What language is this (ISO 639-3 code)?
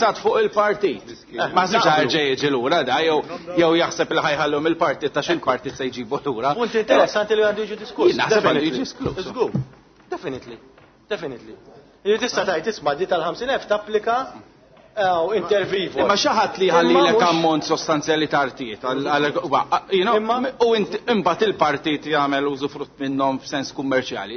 mlt